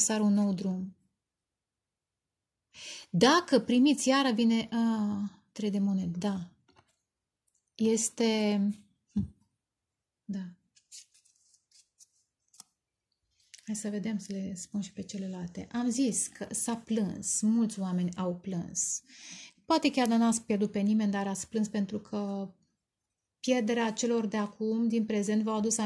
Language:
Romanian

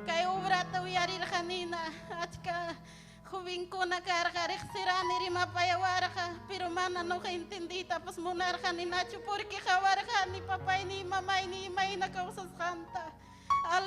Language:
Ayacucho Quechua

